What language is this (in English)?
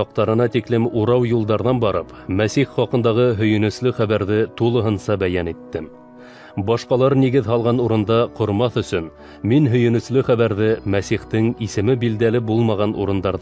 Bashkir